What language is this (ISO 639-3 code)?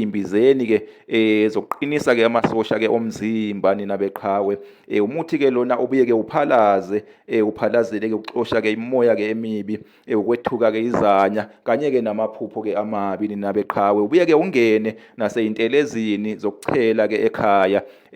zul